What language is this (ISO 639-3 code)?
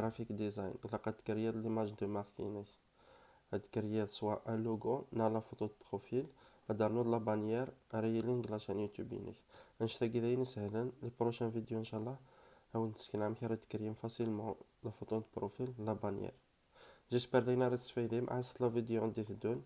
kab